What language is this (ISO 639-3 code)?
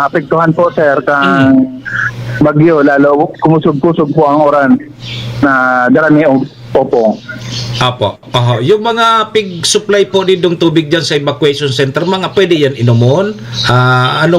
bik